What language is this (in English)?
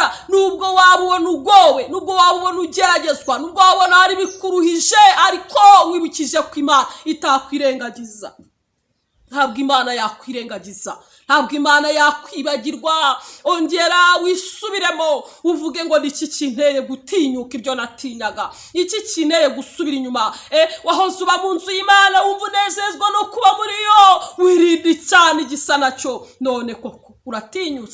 Kinyarwanda